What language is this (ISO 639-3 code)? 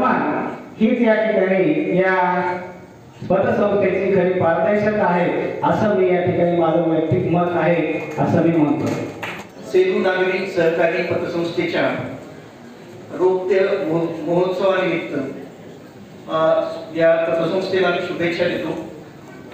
mar